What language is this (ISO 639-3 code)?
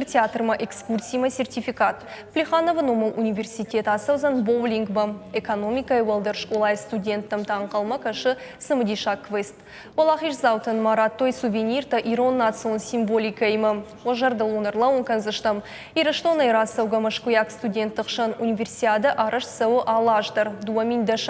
oss